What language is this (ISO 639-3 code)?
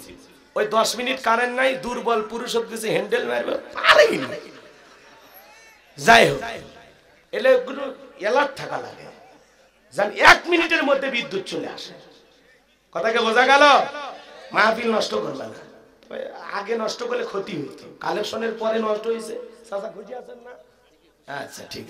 ben